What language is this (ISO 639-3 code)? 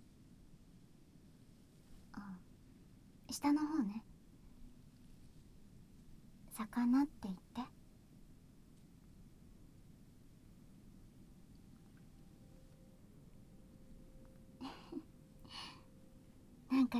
jpn